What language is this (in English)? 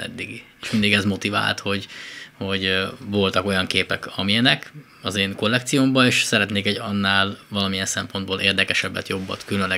Hungarian